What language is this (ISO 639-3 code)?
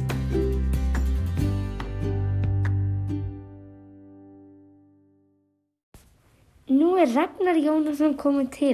isl